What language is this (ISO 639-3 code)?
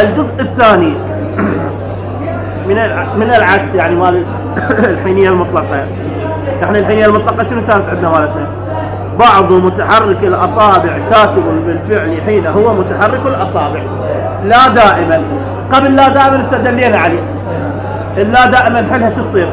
acm